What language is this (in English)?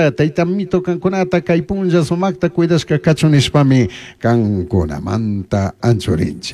Chimborazo Highland Quichua